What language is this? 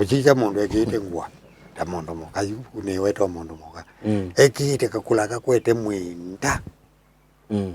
Kamba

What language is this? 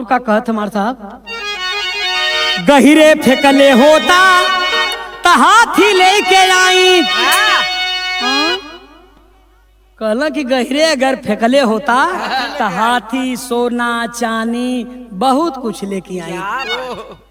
Bhojpuri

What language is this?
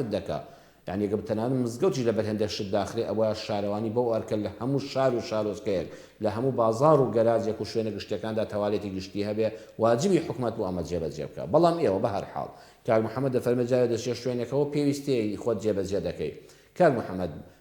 Central Kurdish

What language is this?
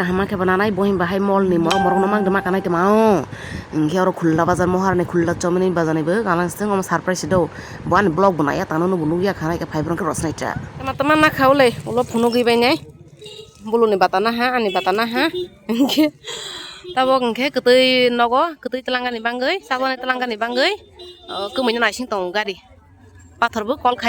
Kok Borok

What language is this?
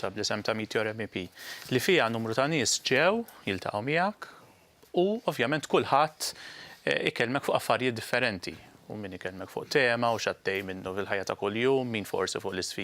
Maltese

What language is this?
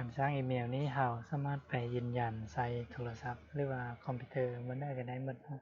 Lao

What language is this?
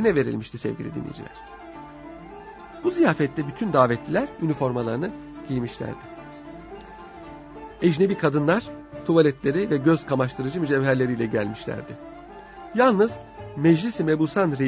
Turkish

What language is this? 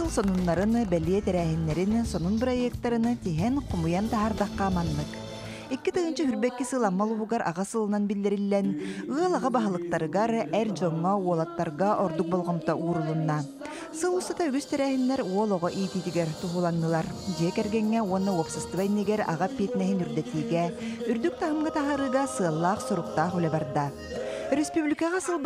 Yakut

